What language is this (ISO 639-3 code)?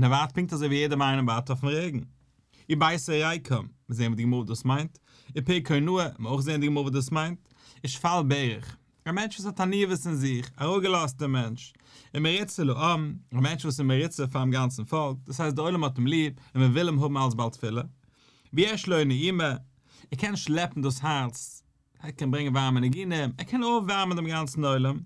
yid